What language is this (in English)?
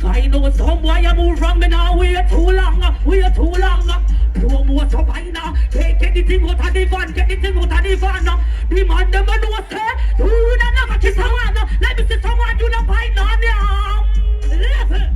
Jamaican Creole English